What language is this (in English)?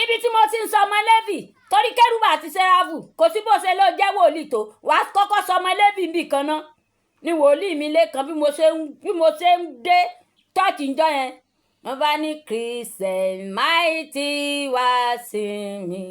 Yoruba